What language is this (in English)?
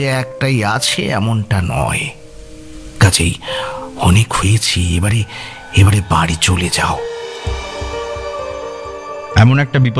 Bangla